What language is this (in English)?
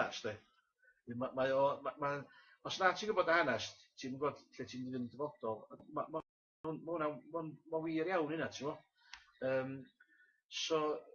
Welsh